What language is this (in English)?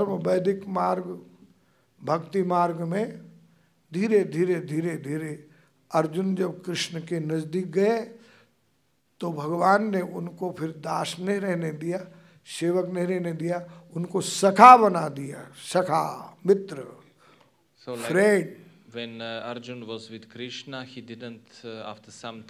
Hindi